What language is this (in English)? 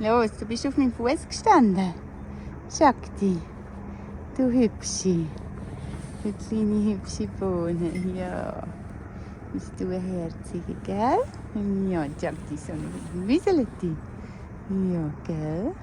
Swiss German